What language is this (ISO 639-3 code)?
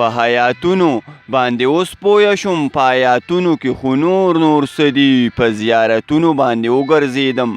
pus